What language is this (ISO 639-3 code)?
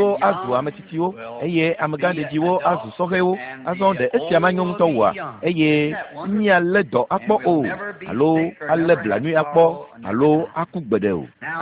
ewe